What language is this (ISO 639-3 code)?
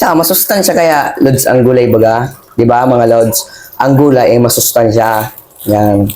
bik